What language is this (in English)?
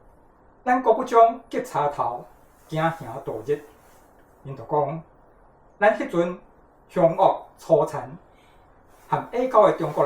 Min Nan Chinese